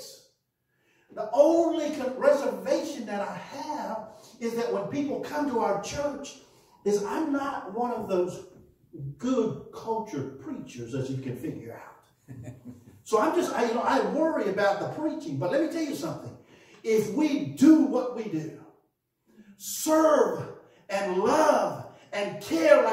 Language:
English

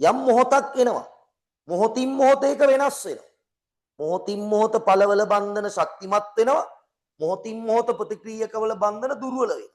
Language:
Sinhala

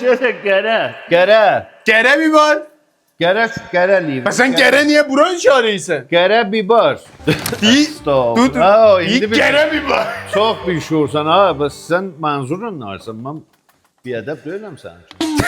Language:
South Azerbaijani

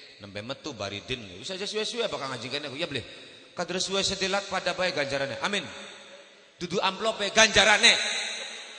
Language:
Javanese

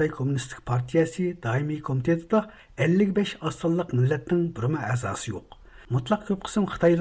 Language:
Uyghur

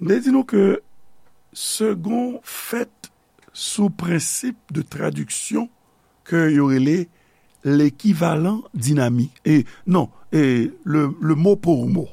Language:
Haitian Creole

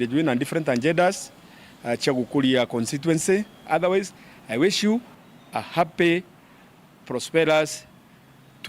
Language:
Meru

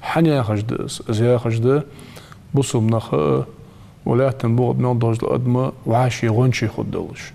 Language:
Ingush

